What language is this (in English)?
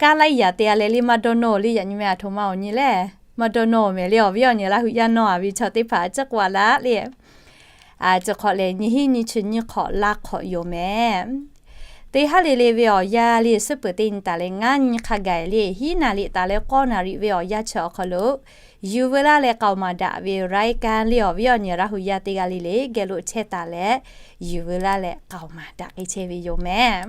Lahu